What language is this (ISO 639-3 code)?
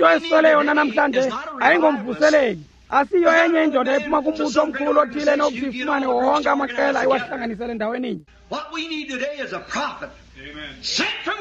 xho